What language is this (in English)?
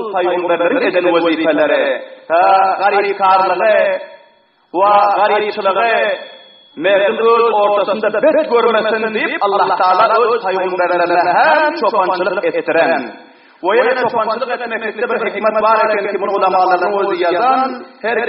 Turkmen